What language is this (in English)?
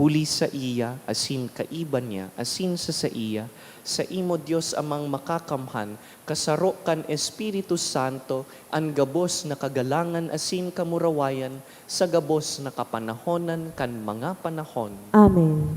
Bikol